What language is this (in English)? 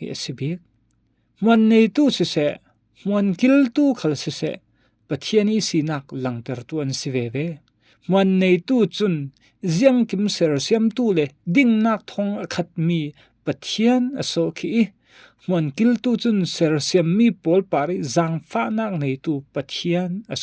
Falam Chin